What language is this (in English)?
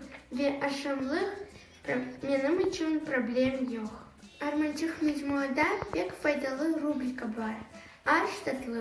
Crimean Tatar